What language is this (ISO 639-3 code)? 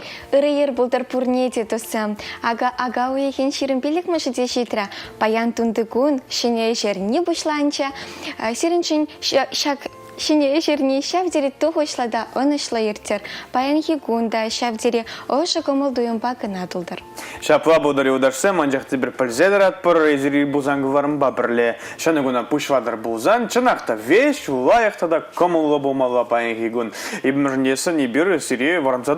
chv